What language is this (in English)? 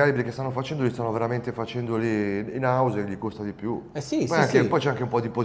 Italian